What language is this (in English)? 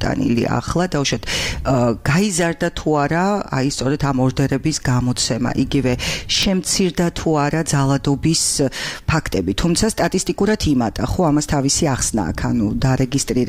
Georgian